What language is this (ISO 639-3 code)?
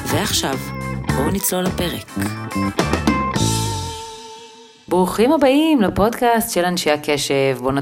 heb